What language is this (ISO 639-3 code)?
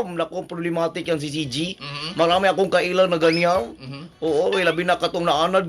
ceb